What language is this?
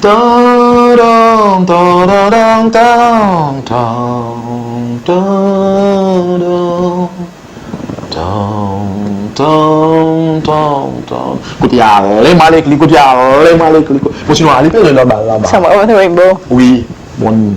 Seselwa Creole French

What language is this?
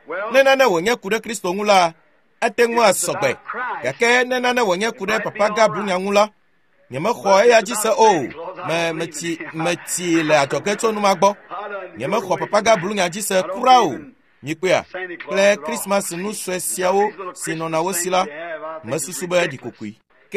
Ewe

